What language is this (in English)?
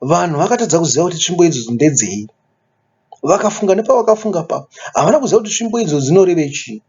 Shona